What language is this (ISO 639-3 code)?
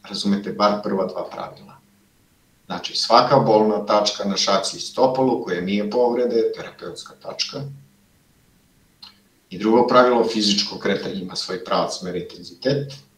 srp